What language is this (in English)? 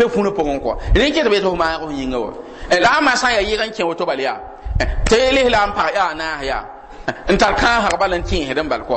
Mossi